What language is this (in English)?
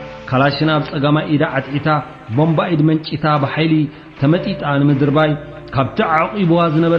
Tigrinya